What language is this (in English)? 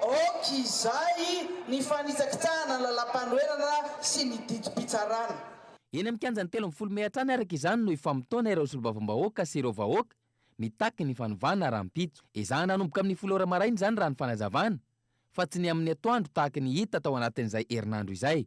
Malagasy